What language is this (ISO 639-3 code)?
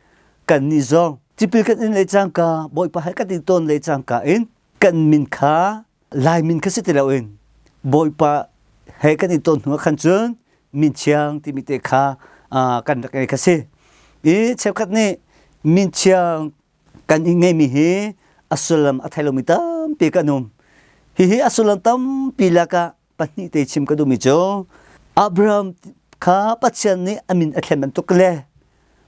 cnh